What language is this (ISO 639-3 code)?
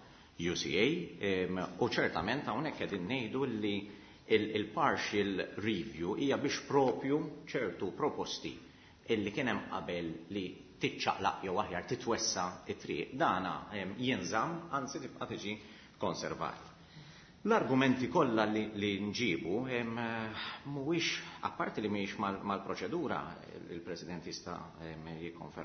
mlt